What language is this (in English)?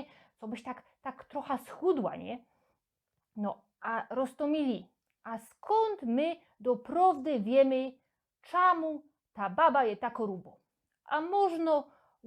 Silesian